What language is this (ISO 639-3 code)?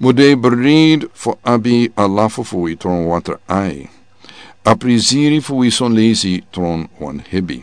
srn